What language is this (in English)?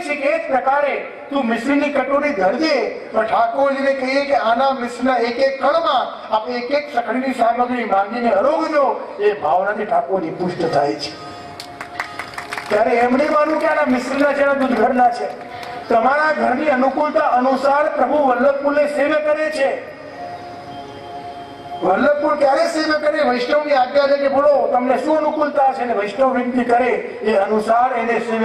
Gujarati